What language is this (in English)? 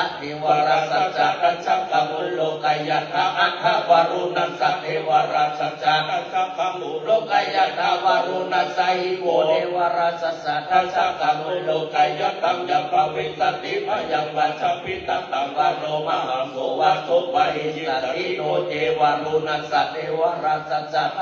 Pali